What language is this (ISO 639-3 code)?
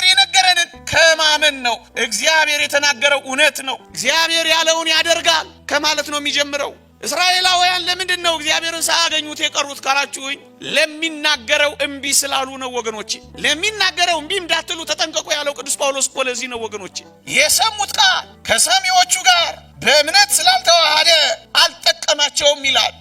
amh